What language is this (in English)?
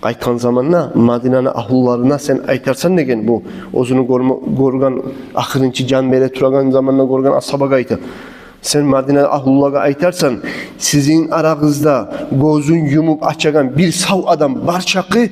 Kumyk